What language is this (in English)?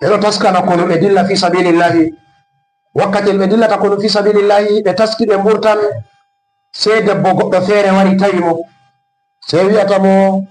Fula